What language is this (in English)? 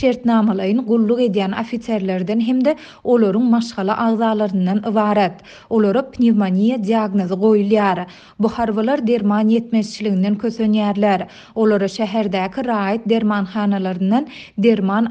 Turkmen